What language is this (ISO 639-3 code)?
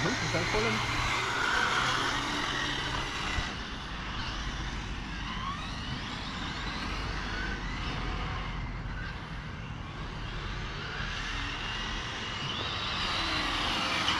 fra